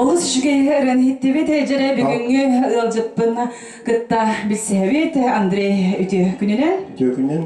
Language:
Yakut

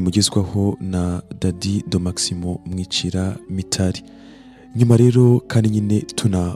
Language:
Kinyarwanda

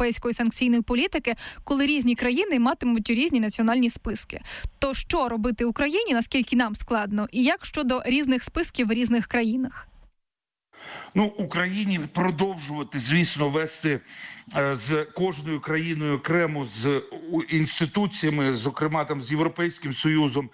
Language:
Ukrainian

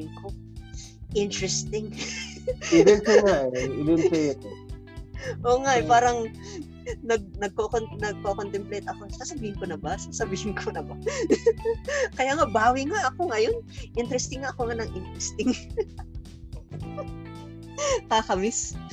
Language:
Filipino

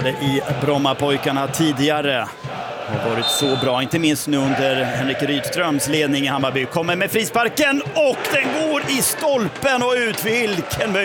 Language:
Swedish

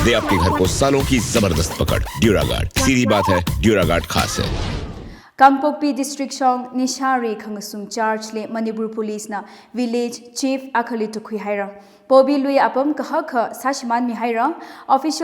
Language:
Tangkhul Naga (India)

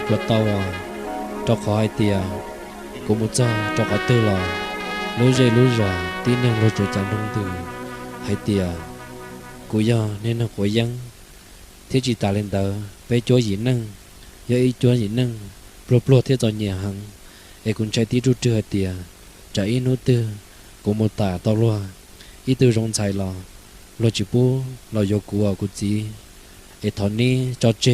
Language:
Hmong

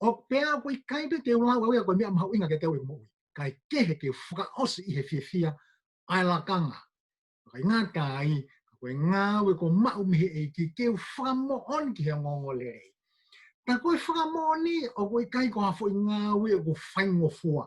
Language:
Tongan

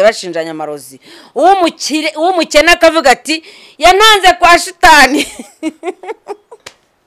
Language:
Kinyarwanda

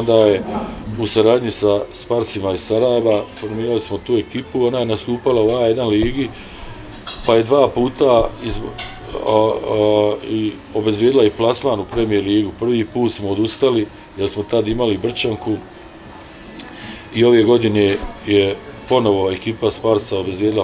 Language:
Bosnian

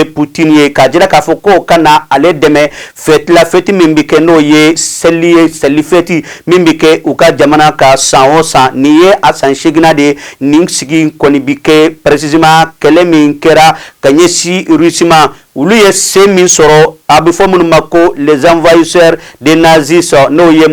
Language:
Bambara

